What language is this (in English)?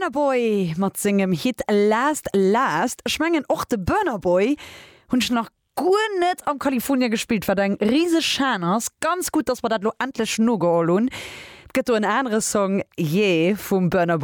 Luxembourgish